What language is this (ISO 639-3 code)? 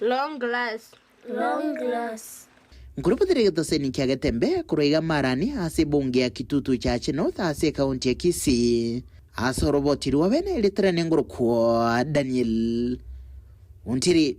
guz